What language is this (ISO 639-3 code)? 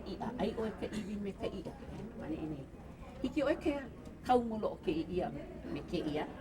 haw